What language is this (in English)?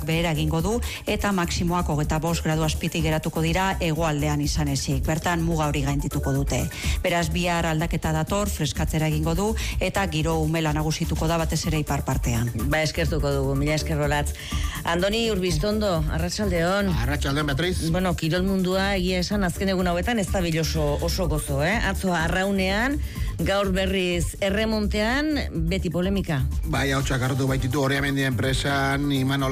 Basque